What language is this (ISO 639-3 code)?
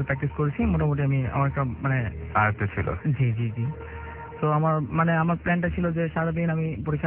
ben